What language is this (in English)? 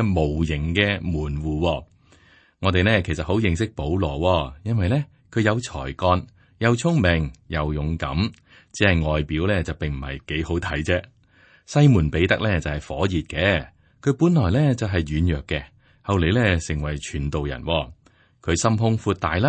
Cantonese